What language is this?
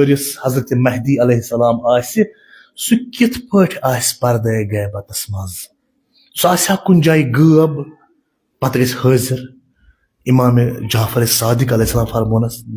Kashmiri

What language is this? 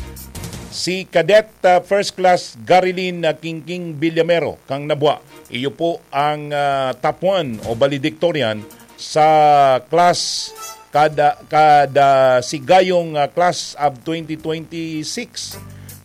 Bikol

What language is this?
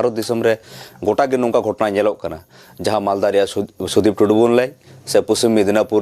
Santali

